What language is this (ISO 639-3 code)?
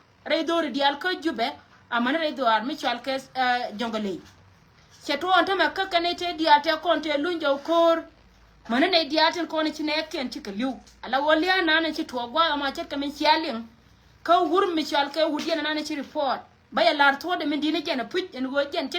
nus